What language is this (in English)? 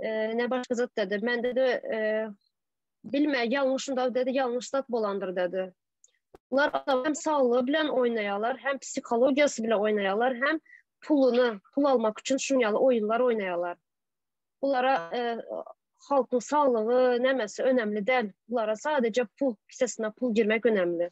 Turkmen